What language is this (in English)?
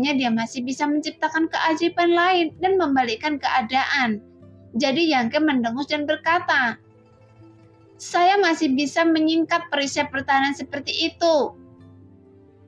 Indonesian